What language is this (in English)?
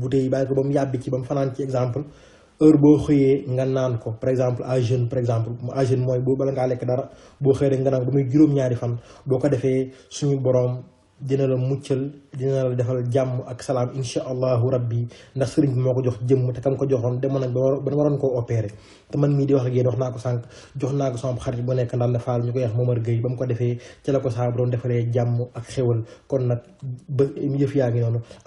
Wolof